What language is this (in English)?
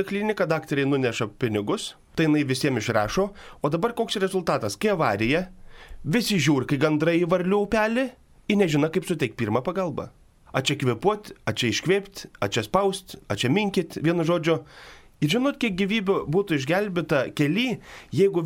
Lithuanian